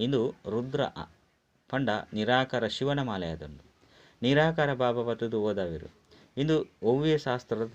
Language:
Tulu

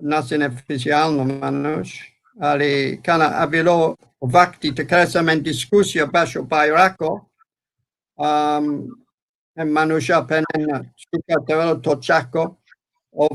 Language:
Balkan Romani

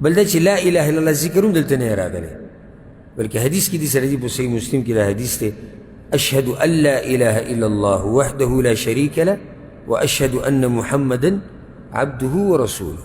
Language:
Pashto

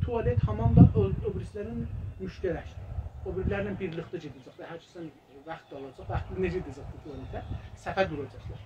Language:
South Azerbaijani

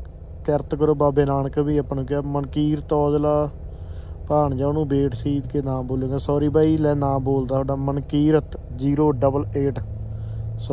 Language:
Punjabi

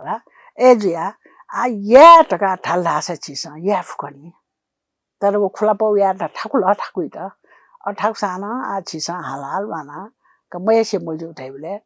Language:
Newari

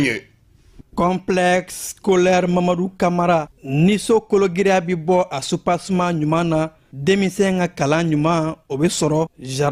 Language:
Bambara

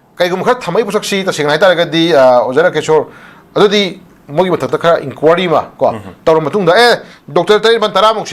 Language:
Manipuri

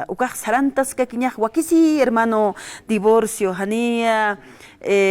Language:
Aymara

